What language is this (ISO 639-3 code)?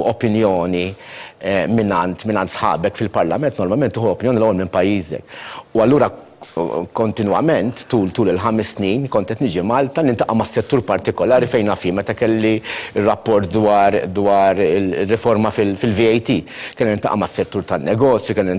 mlt